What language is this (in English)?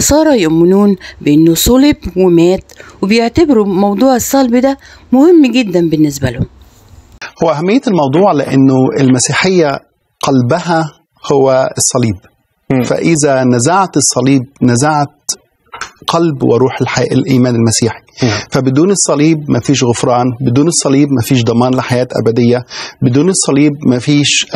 Egyptian Arabic